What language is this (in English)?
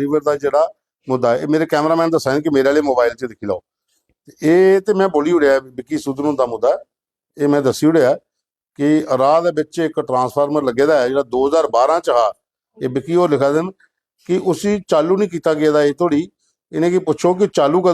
Dogri